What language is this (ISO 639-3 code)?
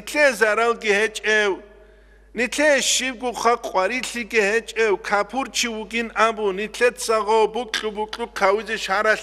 ava